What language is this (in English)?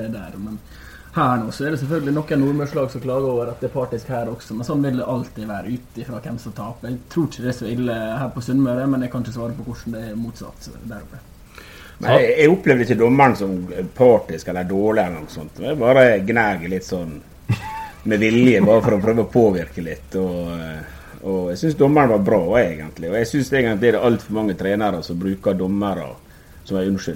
Norwegian